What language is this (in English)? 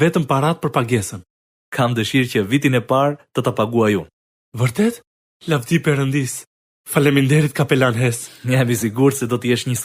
Albanian